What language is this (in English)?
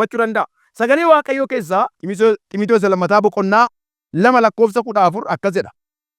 Oromo